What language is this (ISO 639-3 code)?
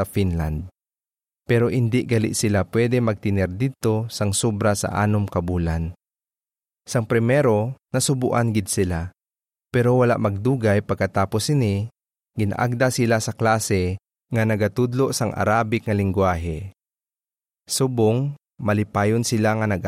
hil